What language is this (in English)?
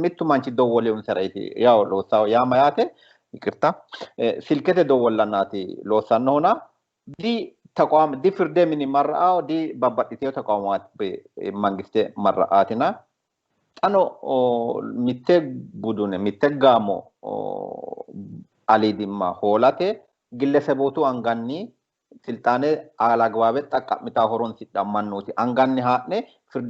Sidamo